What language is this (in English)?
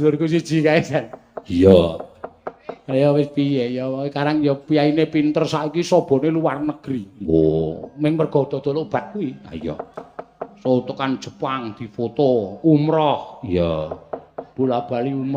Javanese